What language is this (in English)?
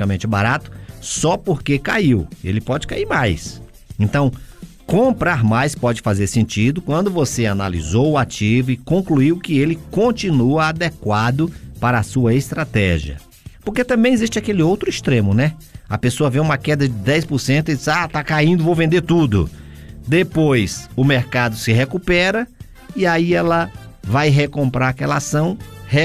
Portuguese